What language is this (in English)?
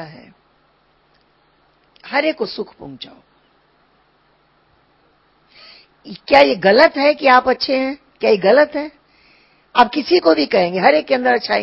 Hindi